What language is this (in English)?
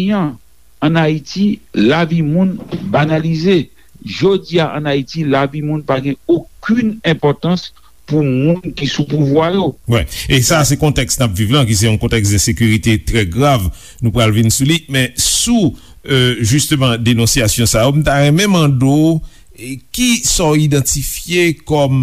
Haitian Creole